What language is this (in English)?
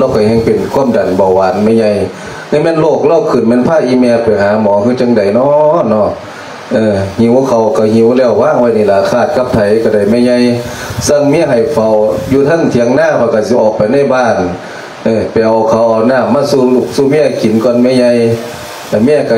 Lao